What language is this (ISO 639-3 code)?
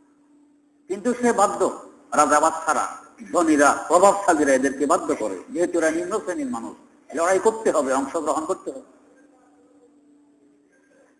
ben